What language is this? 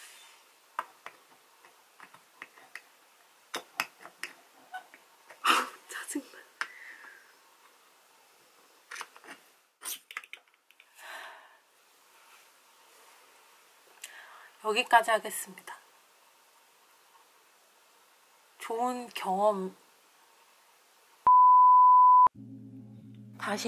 Korean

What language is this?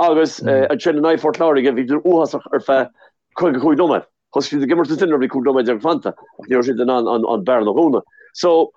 Irish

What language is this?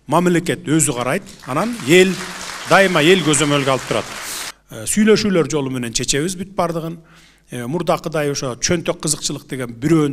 Kyrgyz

